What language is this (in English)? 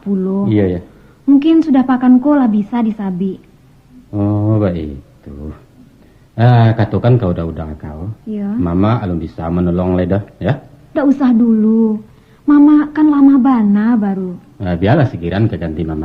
Minangkabau